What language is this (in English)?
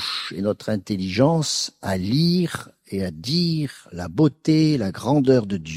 French